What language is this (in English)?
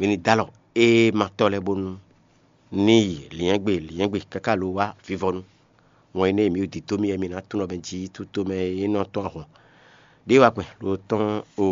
Fon